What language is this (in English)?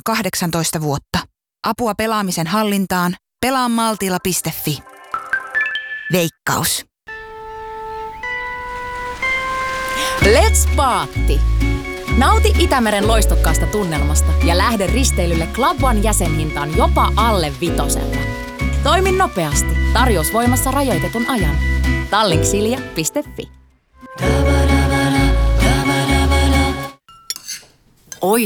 Finnish